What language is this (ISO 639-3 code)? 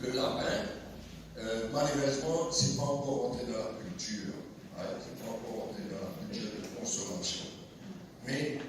mfe